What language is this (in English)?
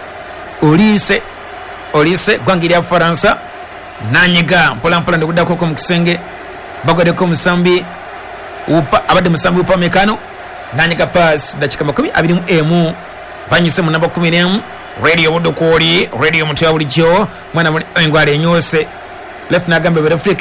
Ganda